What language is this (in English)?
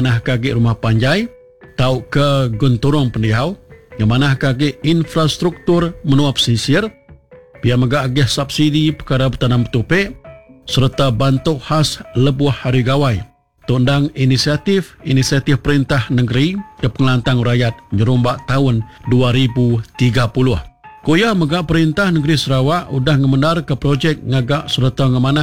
Iban